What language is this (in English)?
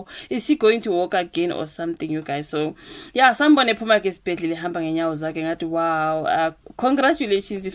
Zulu